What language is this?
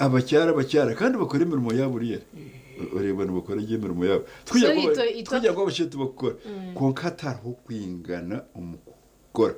Nyankole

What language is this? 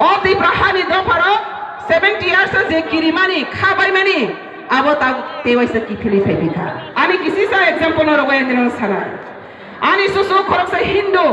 Kok Borok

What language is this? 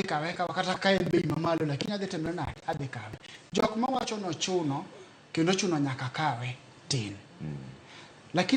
Luo (Kenya and Tanzania)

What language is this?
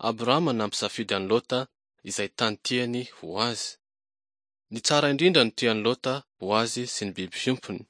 Malagasy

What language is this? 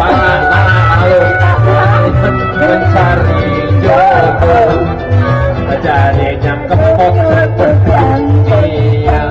Betawi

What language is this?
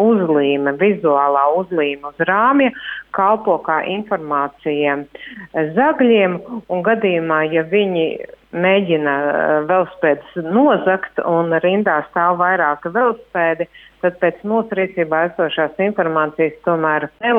Latvian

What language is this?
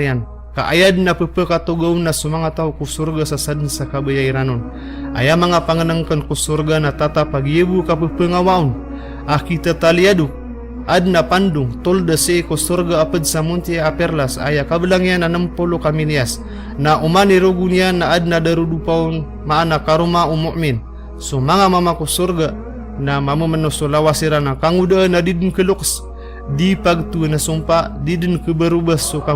Maranao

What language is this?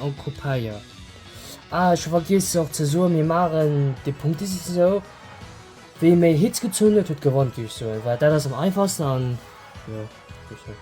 Luxembourgish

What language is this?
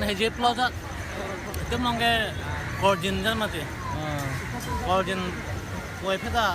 Karbi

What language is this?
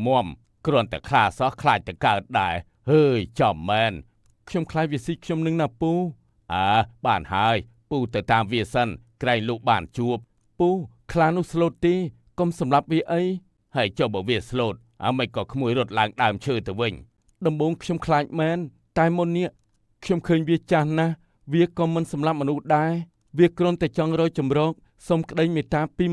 Khmer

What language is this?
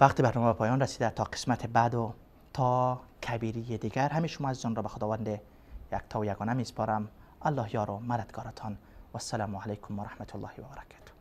Persian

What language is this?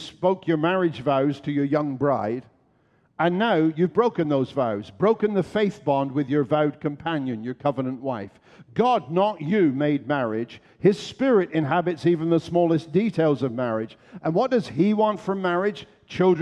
English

